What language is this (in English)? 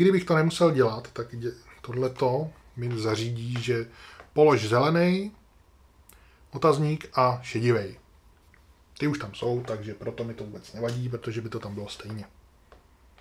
Czech